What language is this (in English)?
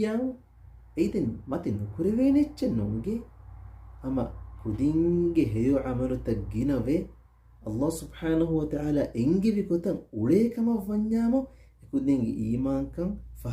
Divehi